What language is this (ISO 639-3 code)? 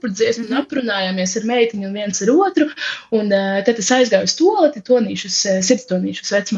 lav